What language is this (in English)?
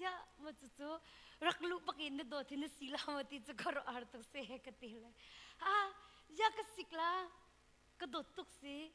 Hakha Chin